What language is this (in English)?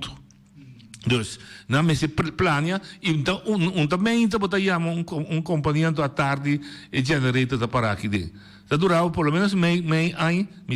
Papiamento